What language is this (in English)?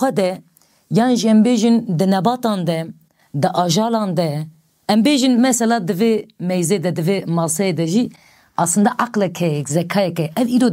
Kurdish